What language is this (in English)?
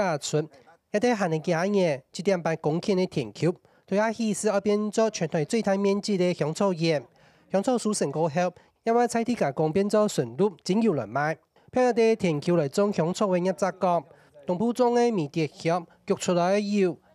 Hakka Chinese